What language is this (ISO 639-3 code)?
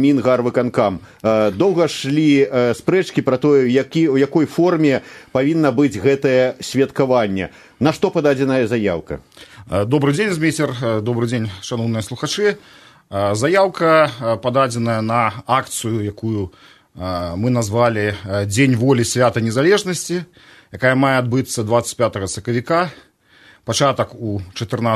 bel